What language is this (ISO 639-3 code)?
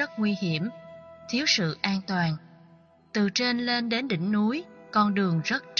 vie